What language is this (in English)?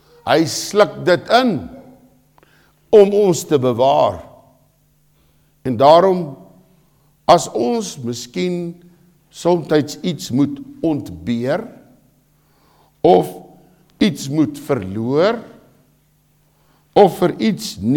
Afrikaans